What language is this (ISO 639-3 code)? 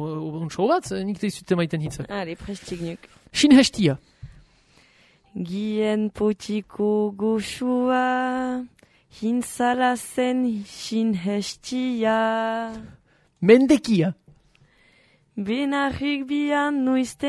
eus